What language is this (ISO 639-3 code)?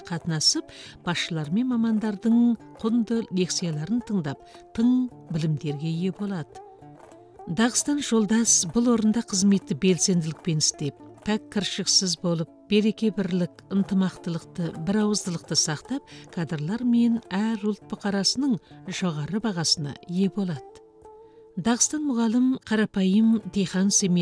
kaz